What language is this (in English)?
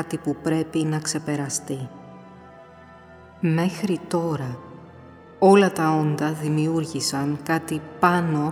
Greek